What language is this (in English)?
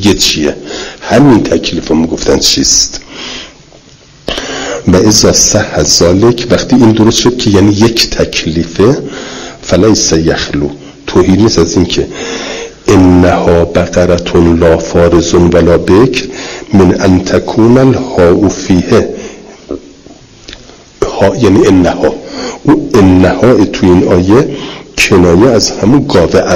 Persian